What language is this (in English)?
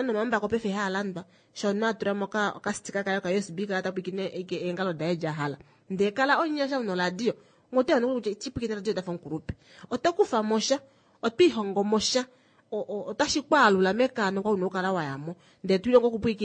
Kuanyama